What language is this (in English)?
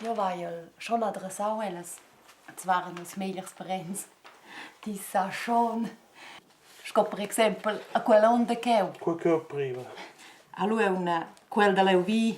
Romansh